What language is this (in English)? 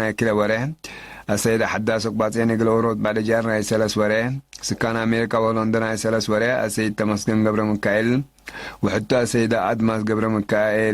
Tigre